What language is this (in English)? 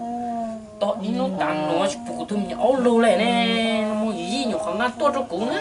Hmong